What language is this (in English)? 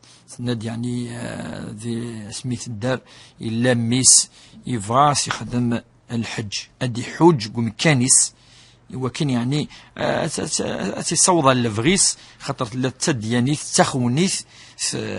Kabyle